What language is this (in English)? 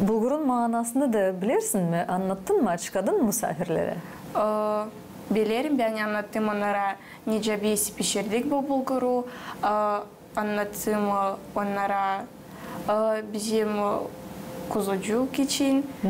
Gagauz